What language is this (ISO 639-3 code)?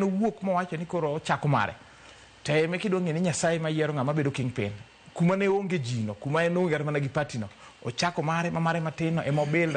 luo